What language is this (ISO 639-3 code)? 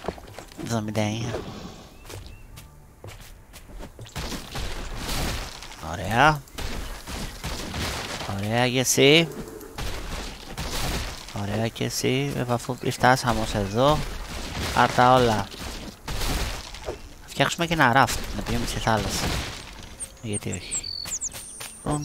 ell